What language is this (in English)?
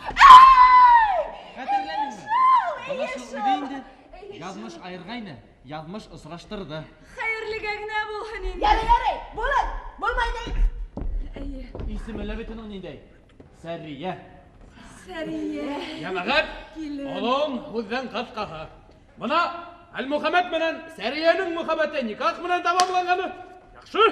Bashkir